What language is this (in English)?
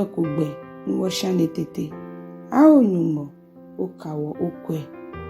Ga